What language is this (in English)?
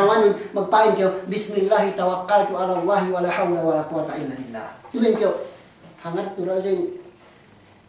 Yakan